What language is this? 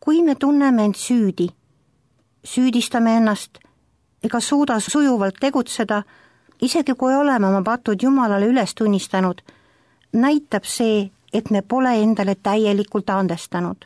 Estonian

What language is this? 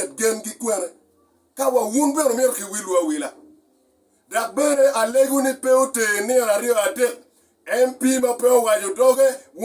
Acoli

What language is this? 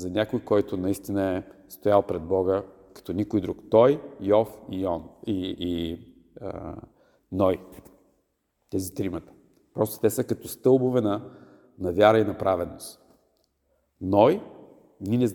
Bulgarian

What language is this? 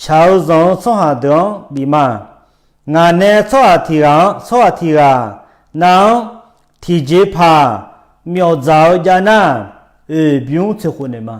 Akha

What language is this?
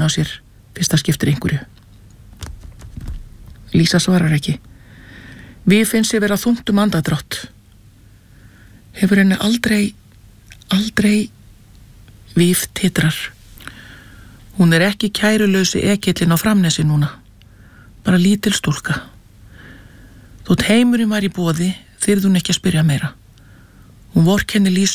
Icelandic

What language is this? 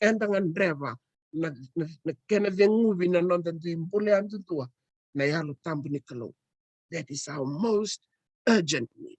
Fijian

